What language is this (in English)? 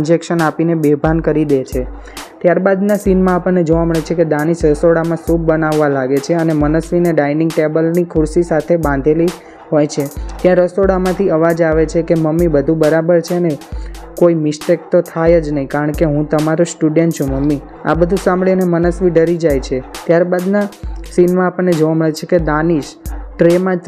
Gujarati